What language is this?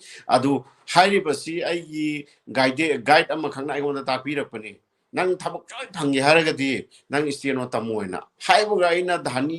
Manipuri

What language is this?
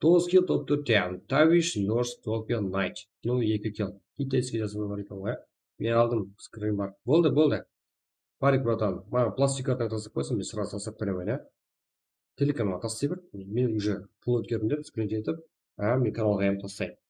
Kara-Kalpak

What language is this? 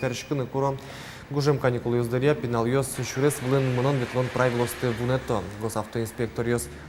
Udmurt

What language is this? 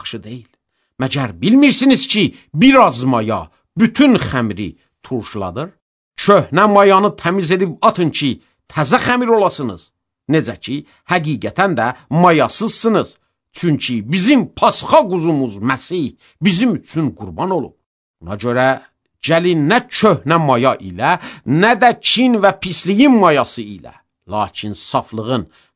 Azerbaijani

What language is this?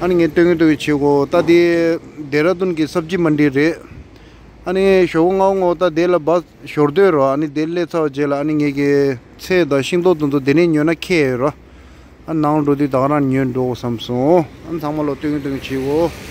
Tibetan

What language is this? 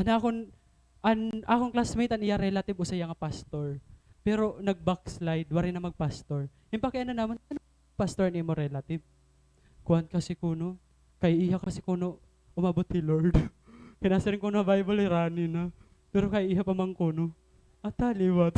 Waray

